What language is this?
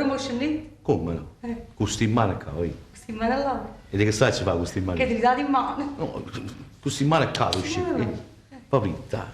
Neapolitan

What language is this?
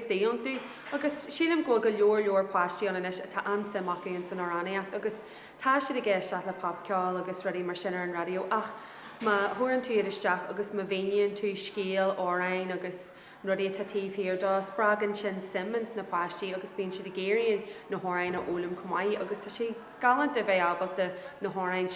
Irish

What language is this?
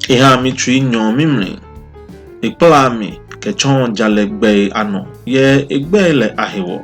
Ga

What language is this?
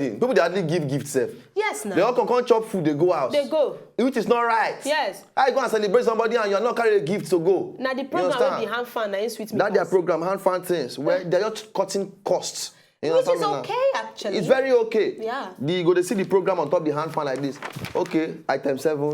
Nigerian Pidgin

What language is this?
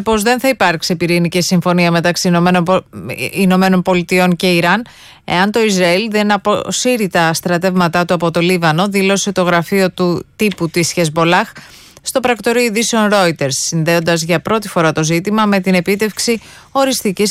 Greek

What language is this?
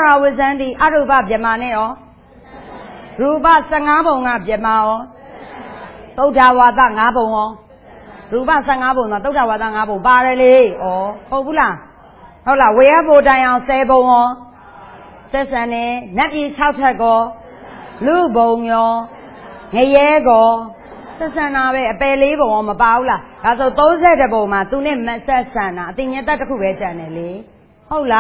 Burmese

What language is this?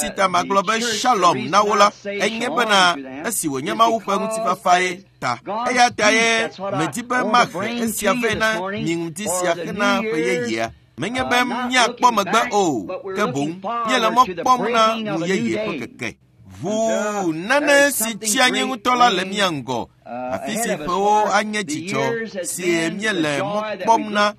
Ewe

